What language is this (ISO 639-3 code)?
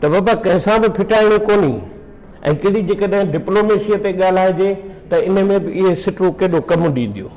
snd